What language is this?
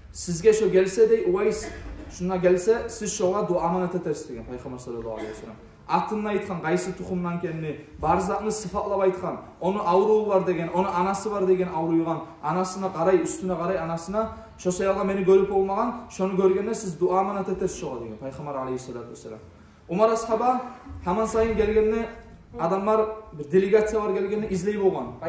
Kumyk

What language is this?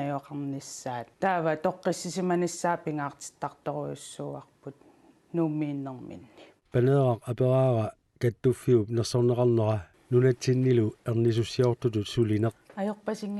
Kalaallisut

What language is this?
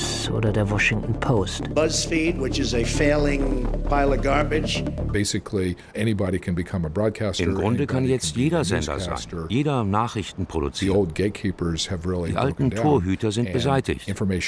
German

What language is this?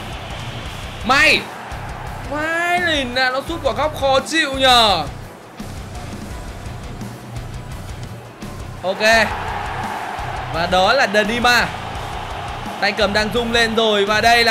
Vietnamese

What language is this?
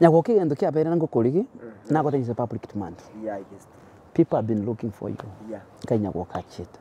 Gusii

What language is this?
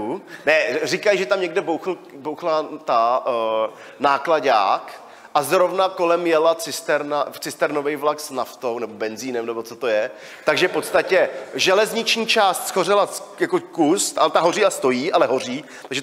Czech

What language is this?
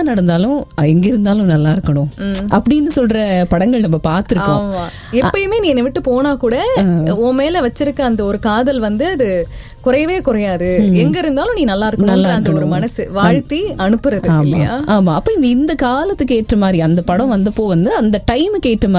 Tamil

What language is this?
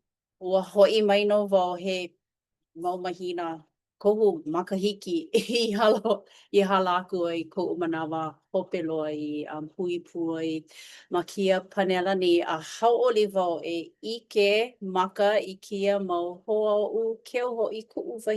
Hawaiian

